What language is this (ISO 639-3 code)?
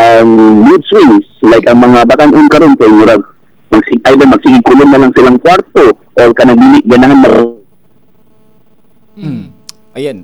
ceb